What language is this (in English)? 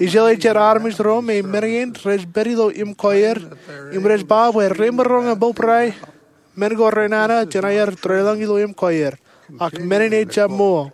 Marshallese